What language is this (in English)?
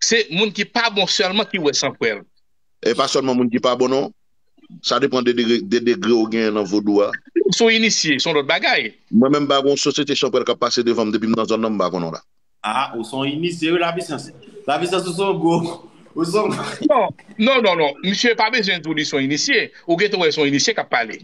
Haitian Creole